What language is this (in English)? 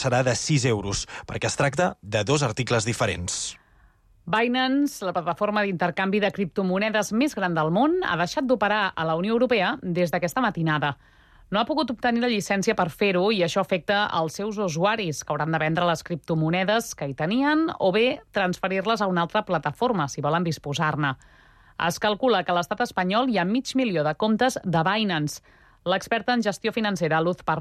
Catalan